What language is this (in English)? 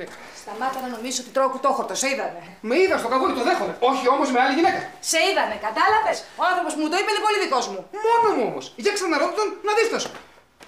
Greek